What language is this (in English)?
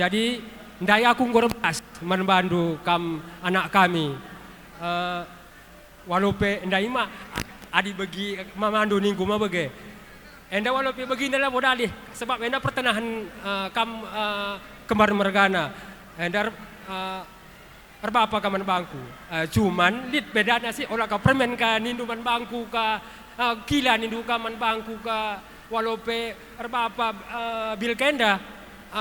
Batak Karo